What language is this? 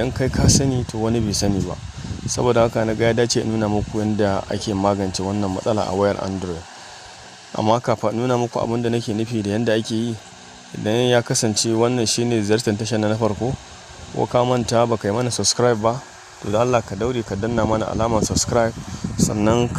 Hausa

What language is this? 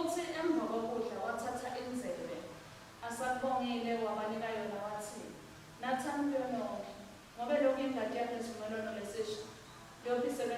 Swati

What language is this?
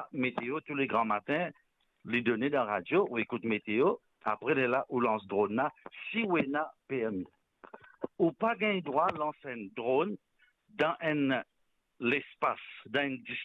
Morisyen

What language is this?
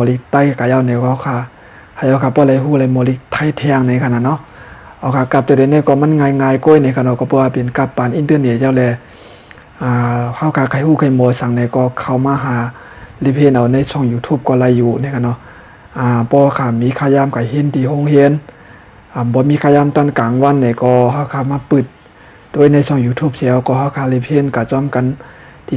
Shan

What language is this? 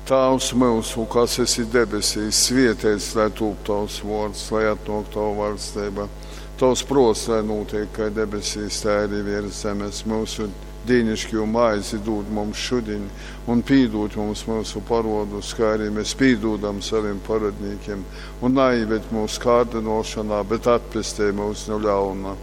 Latgalian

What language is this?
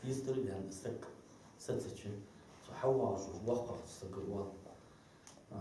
Ingush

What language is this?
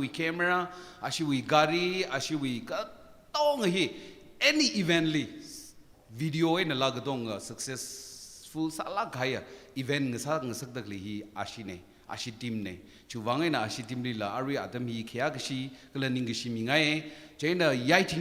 Tangkhul Naga (India)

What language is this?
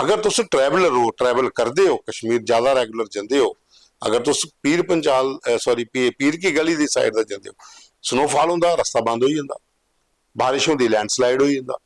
Dogri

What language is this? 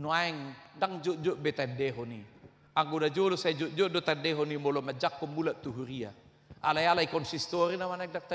Batak Toba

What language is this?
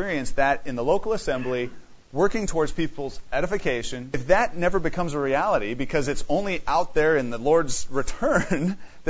English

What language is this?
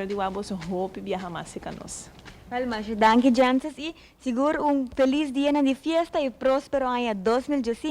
Papiamento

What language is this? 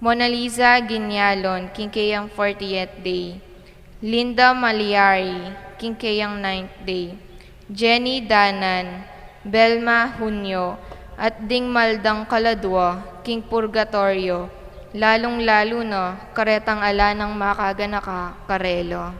Pampanga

